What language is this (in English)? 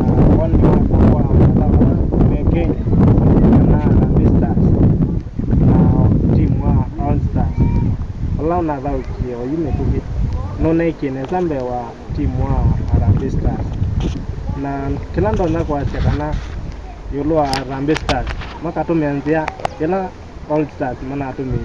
Kamba